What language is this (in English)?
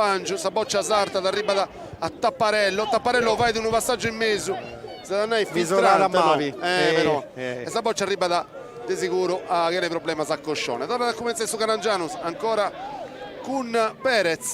Sardinian